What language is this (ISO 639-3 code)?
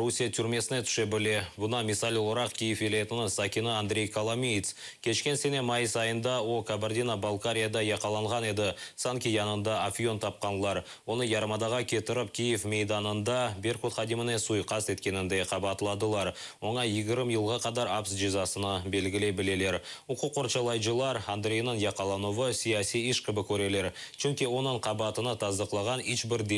crh